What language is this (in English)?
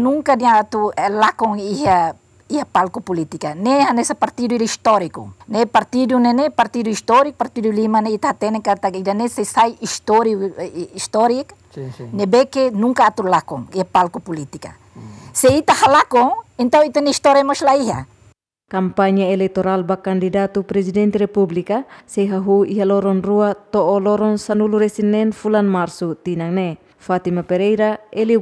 Tetum